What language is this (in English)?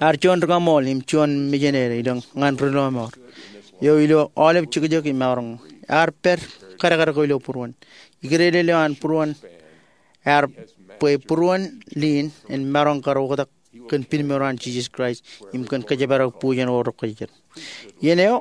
Marshallese